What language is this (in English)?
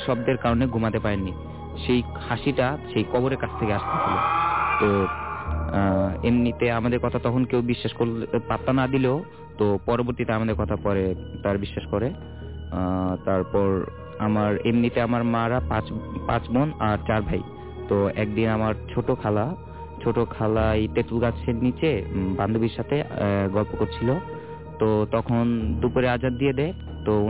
Bangla